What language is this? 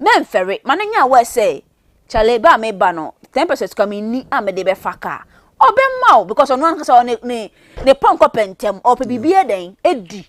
Akan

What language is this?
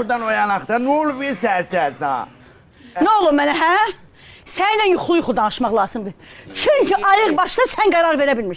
Azerbaijani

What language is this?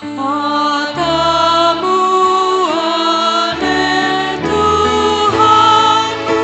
Batak Simalungun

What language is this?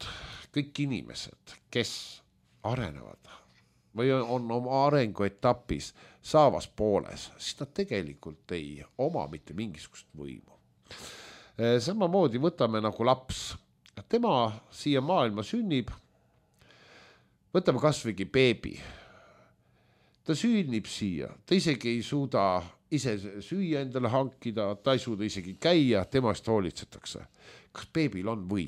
Estonian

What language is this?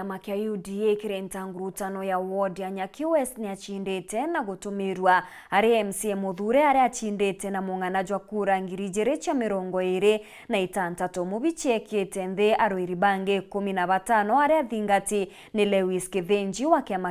Meru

